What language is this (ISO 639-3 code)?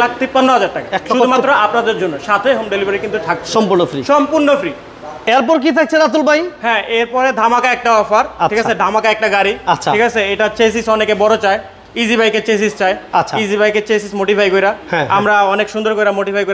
ben